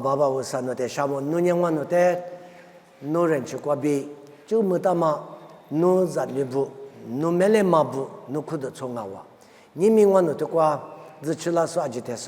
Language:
Lisu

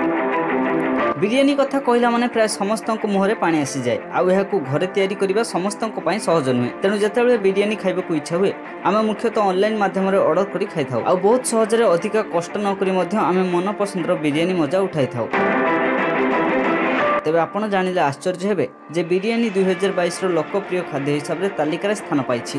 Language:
Odia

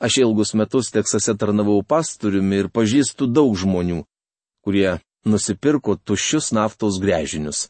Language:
Lithuanian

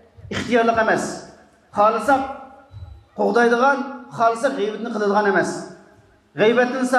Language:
Uyghur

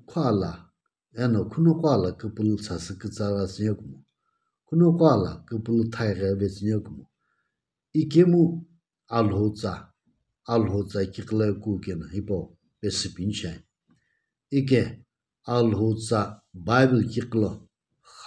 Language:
Sumi Naga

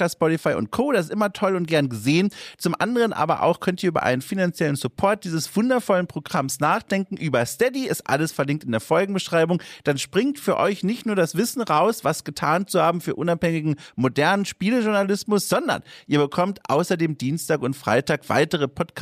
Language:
German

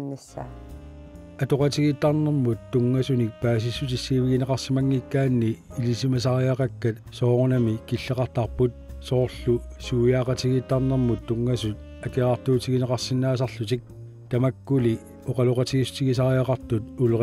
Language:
Kalaallisut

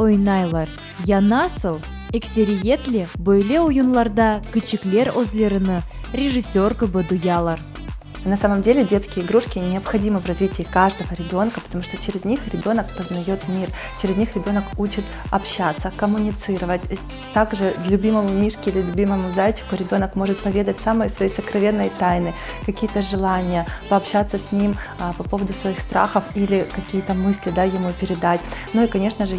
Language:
Crimean Tatar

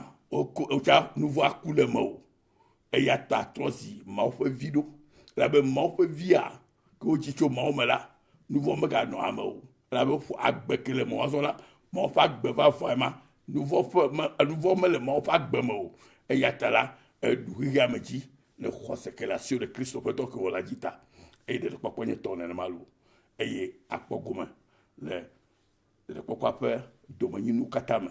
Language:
Ewe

